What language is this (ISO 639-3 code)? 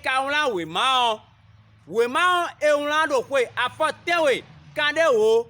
fon